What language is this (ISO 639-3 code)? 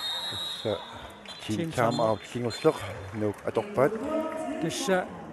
kal